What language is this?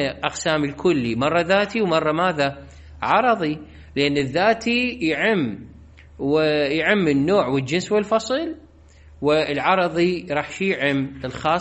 Mesopotamian Arabic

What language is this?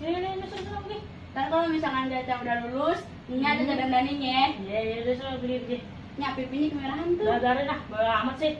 Betawi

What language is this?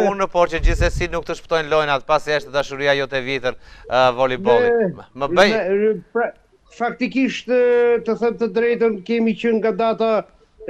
Albanian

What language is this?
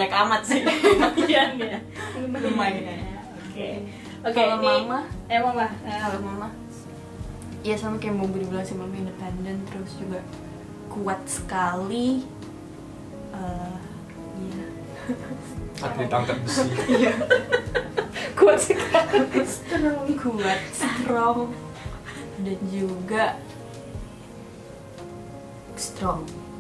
Indonesian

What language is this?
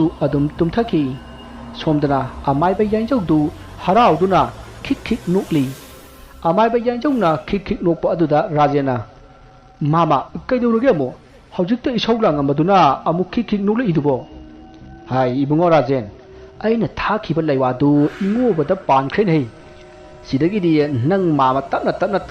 Manipuri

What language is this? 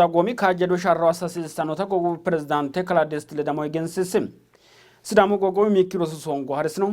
Sidamo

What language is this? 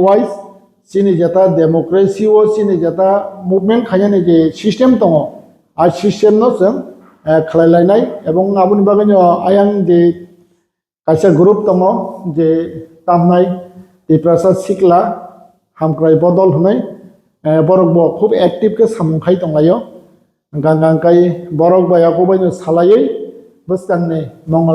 Kok Borok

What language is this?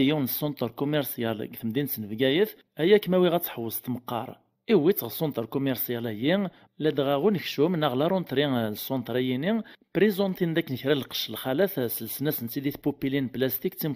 Kabyle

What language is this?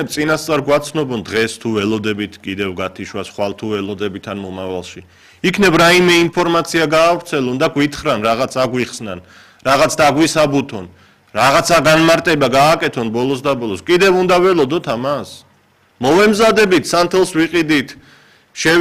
Georgian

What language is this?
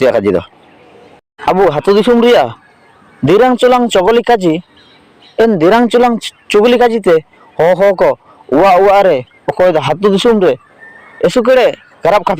Ho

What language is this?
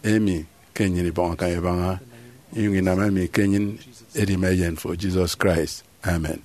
Efik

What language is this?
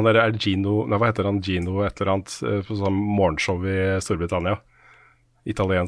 Norwegian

